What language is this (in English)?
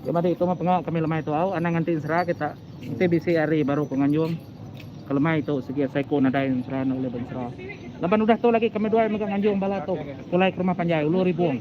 Iban